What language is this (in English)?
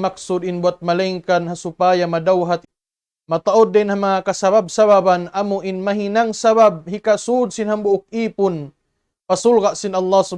Tausug